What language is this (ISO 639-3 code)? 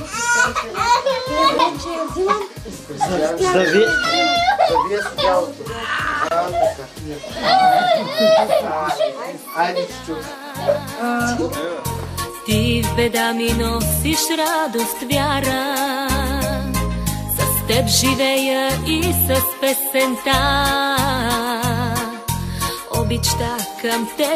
bul